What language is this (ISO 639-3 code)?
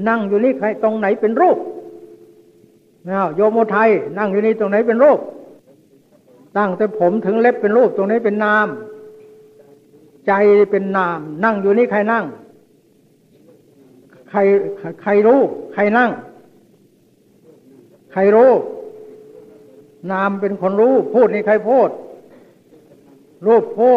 tha